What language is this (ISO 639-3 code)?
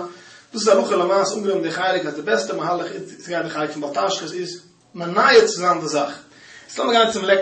yid